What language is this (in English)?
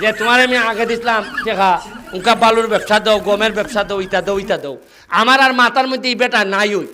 Sylheti